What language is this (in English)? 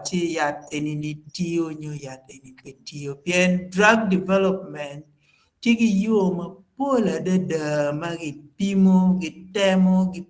Acoli